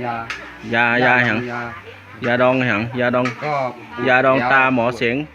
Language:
Shan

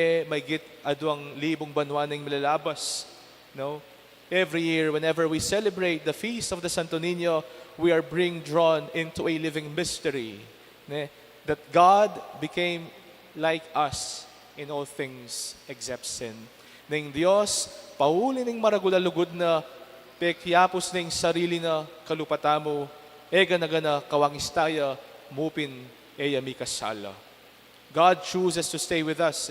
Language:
Pampanga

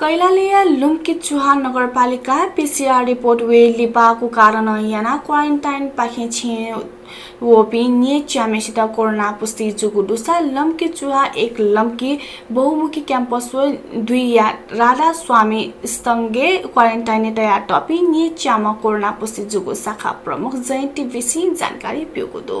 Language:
Newari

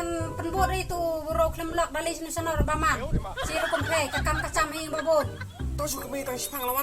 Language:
Khasi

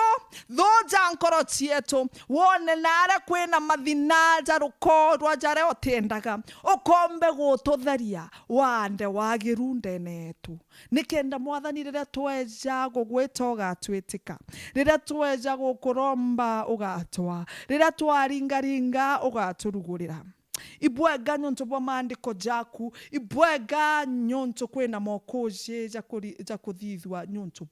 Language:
Meru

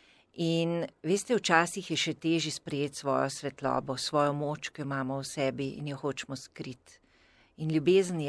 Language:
Slovenian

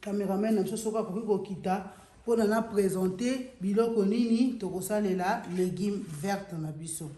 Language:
Lingala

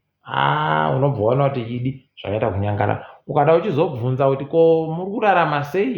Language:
Ndau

